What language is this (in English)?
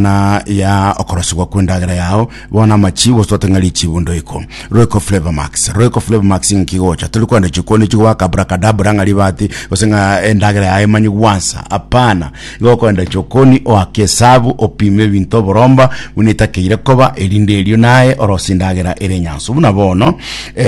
Gusii